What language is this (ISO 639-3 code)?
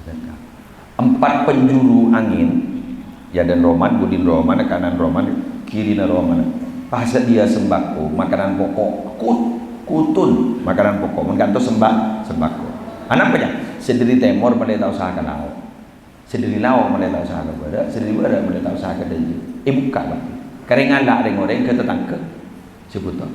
mad